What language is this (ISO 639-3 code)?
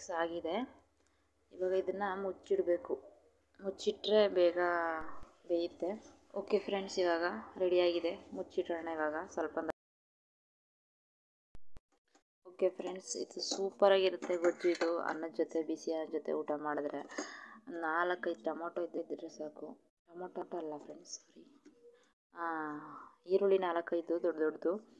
kan